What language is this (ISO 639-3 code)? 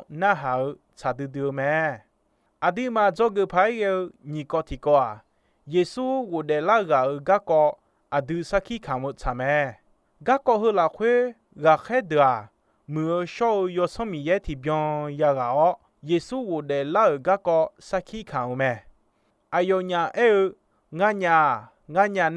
ahk